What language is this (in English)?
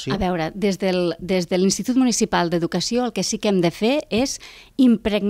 Catalan